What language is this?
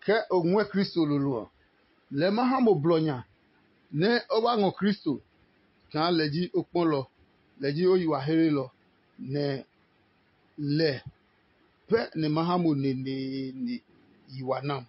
Adangme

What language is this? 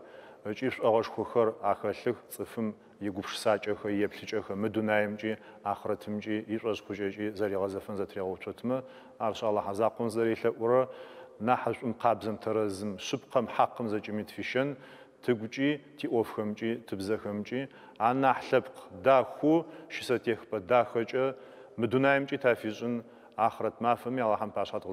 Adyghe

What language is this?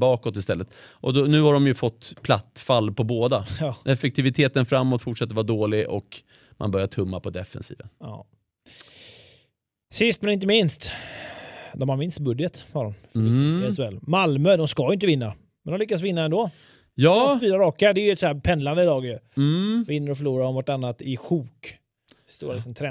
Swedish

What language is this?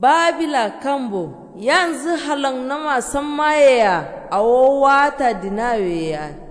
Kanuri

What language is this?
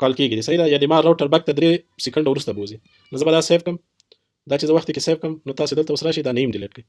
Pashto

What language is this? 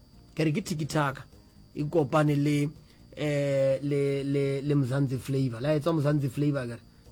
Northern Sotho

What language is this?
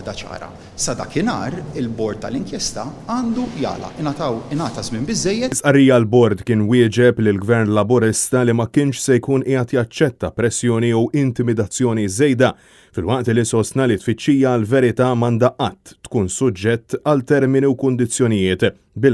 Maltese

